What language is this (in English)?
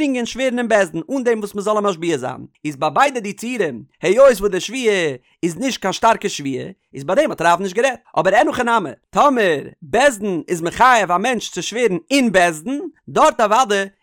Yiddish